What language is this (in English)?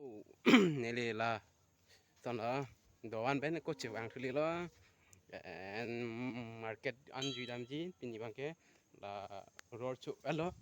Karbi